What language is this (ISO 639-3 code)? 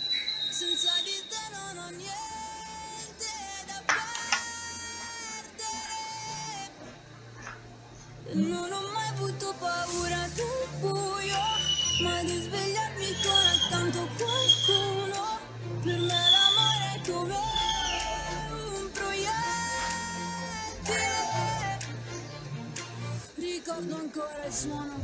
ita